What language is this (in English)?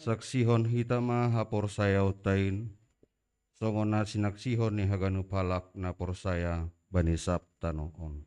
Batak Simalungun